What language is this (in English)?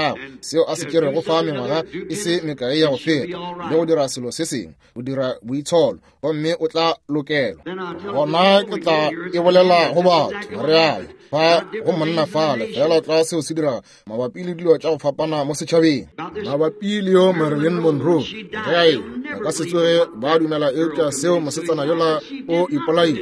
Northern Sotho